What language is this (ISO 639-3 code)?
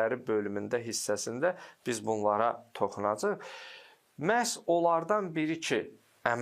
aze